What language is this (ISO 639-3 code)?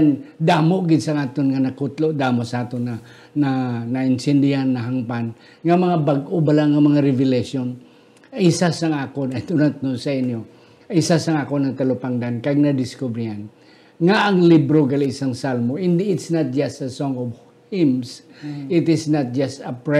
hil